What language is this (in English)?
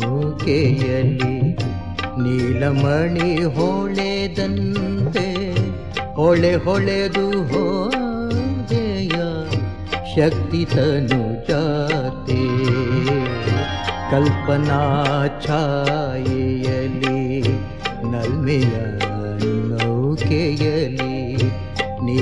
Kannada